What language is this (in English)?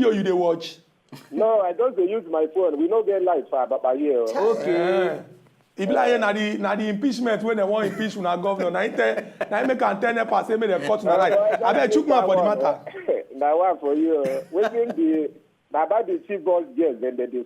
Nigerian Pidgin